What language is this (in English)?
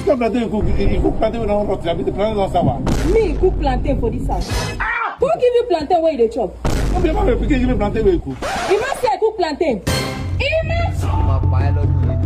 Nigerian Pidgin